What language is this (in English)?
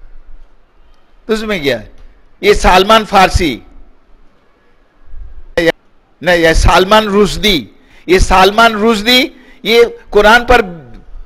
Urdu